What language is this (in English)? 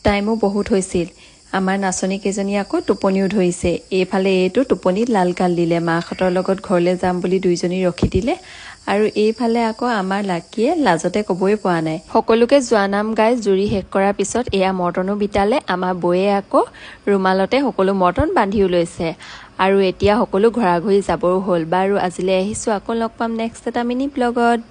Assamese